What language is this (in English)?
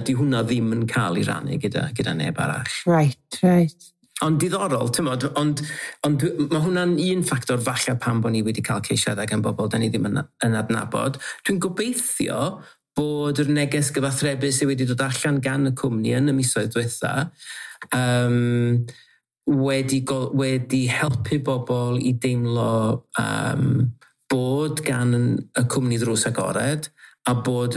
Welsh